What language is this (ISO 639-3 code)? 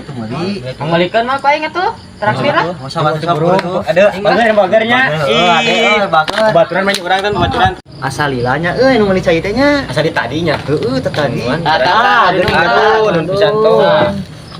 sun